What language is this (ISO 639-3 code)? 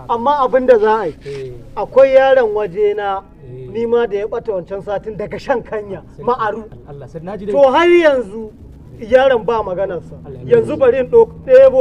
hau